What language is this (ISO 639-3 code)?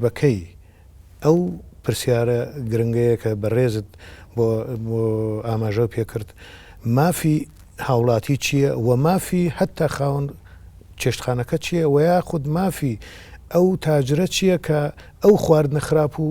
ckb